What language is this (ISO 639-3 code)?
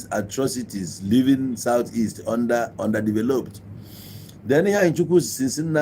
ibo